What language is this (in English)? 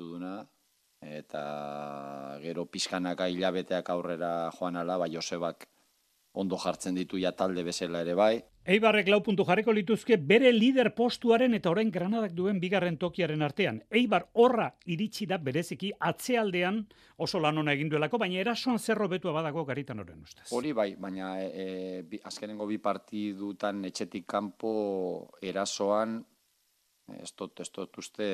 Basque